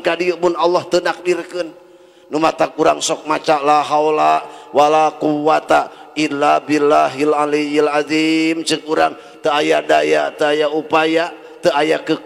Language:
Sundanese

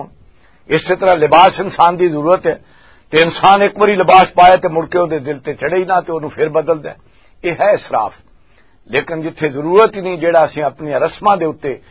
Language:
Western Panjabi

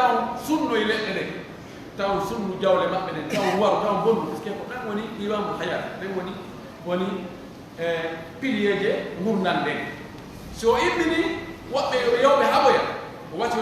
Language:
Pular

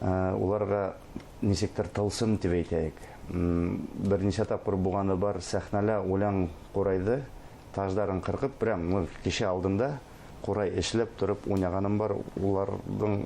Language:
Bashkir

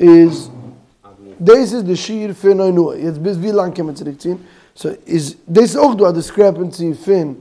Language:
Yiddish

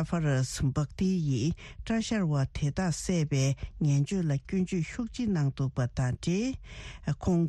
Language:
Tibetan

